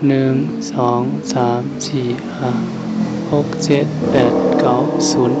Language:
Shan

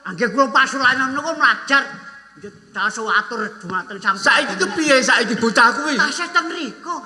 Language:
Javanese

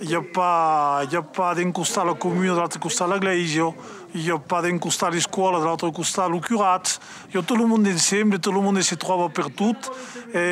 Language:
Occitan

